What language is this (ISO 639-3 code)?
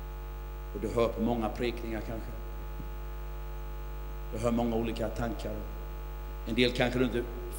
swe